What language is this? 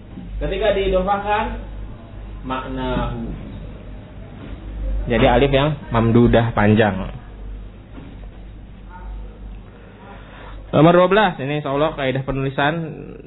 Indonesian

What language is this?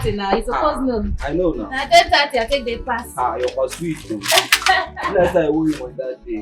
Nigerian Pidgin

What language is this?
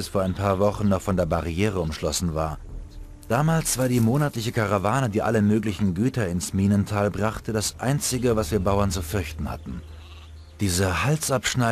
Bavarian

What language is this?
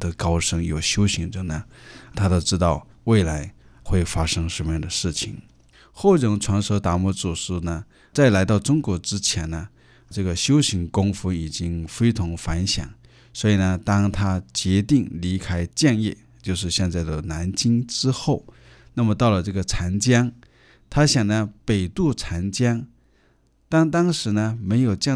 Chinese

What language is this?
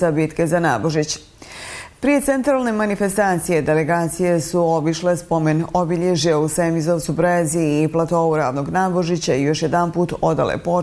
Bosnian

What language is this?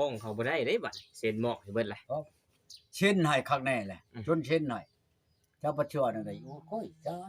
Northeastern Thai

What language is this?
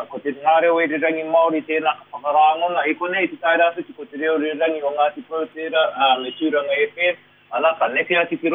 Māori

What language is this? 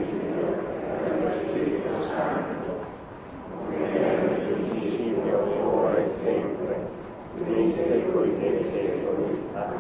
Italian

